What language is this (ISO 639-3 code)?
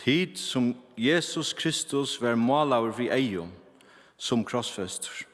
fao